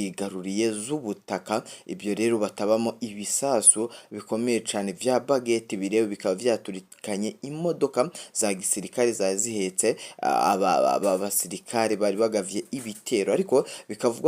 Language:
Rundi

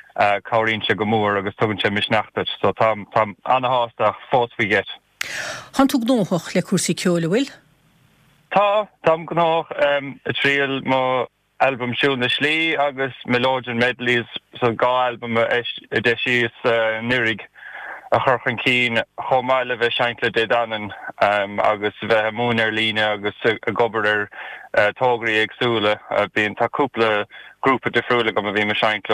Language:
Irish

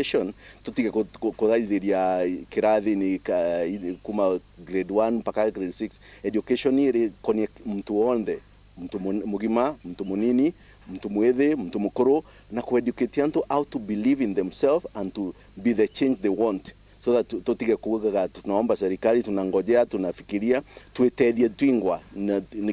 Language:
Meru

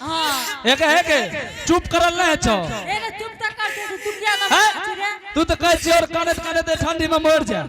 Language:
Angika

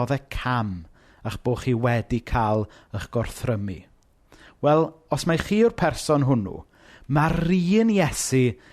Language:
Welsh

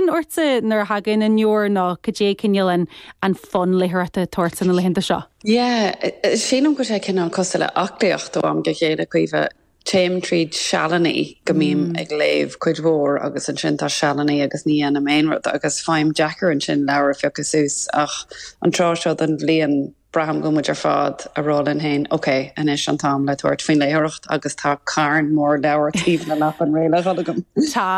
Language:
Irish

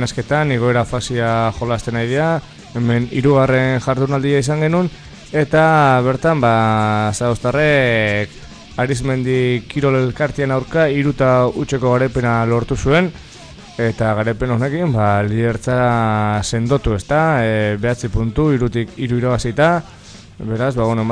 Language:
Basque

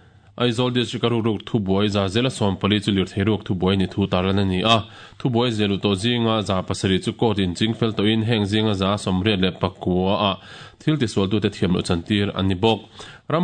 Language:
Mizo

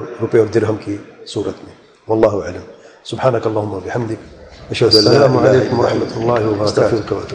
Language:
Urdu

